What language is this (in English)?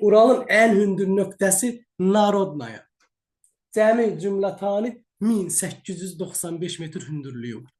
Azerbaijani